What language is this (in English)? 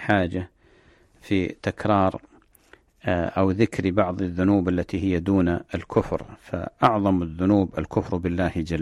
Arabic